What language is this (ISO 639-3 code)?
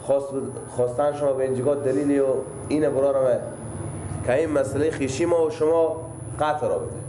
fas